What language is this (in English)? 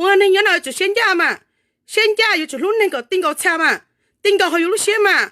Hmong